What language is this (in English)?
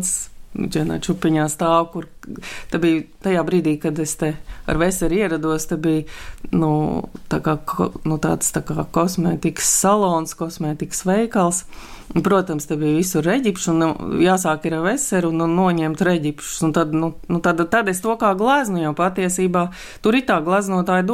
Latvian